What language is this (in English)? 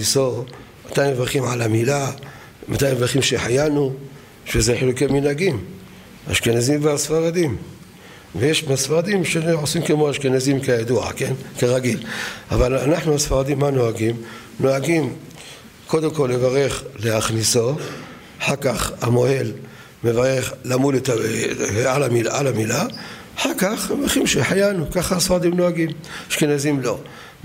Hebrew